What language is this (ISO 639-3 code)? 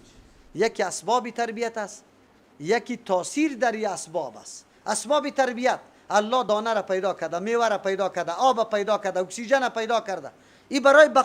fas